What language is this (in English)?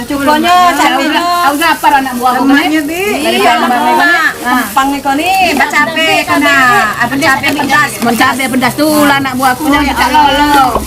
Musi